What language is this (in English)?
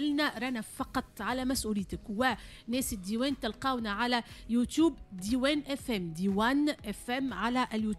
Tunisian Arabic